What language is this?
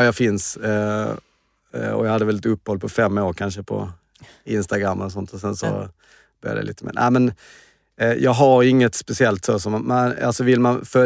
Swedish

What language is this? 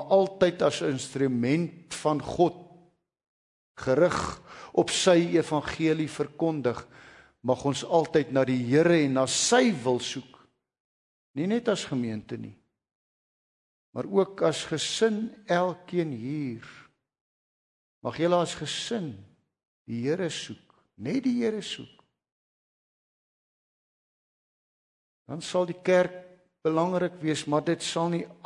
Afrikaans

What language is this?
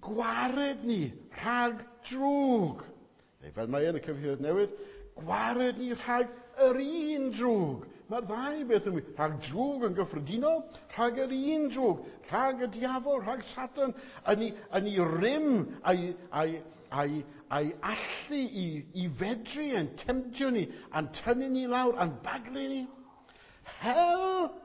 Welsh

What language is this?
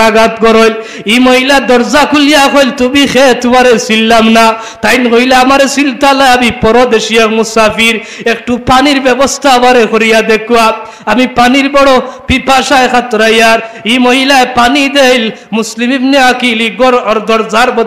Sylheti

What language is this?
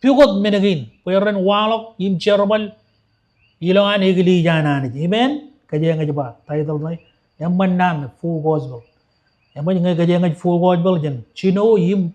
Marshallese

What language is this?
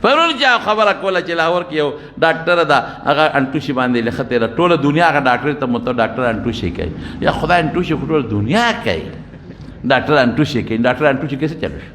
Pashto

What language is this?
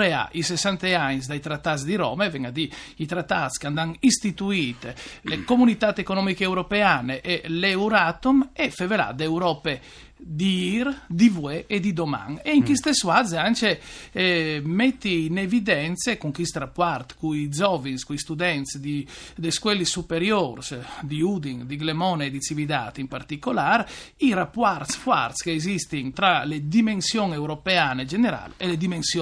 Friulian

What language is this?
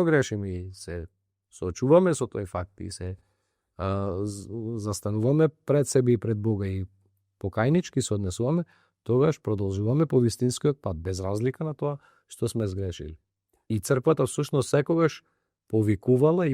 Macedonian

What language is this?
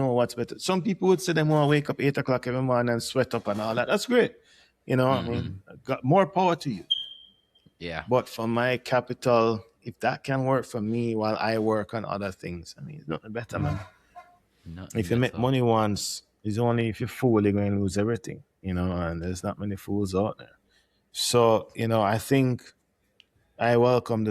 Jamaican Creole English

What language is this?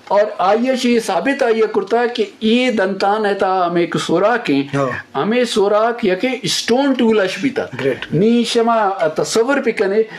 Eastern Balochi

